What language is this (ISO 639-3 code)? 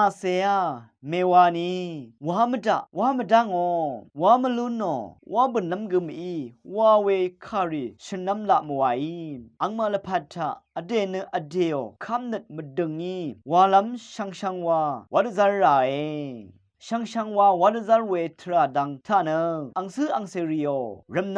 raw